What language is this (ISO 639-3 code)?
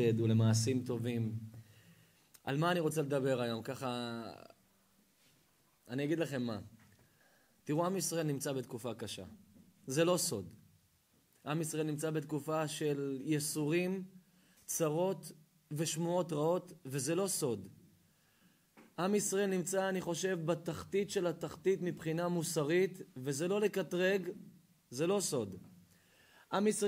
heb